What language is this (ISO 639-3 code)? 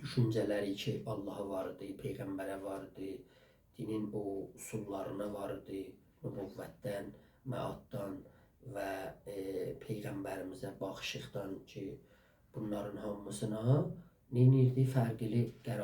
azb